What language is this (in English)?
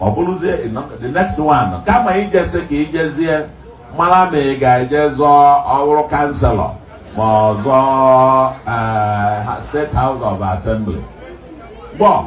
Igbo